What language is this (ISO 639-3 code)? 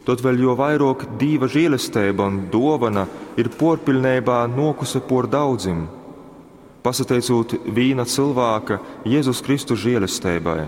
ltg